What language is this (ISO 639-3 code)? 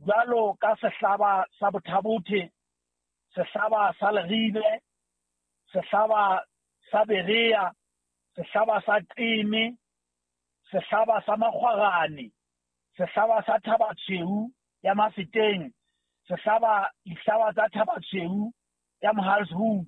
sot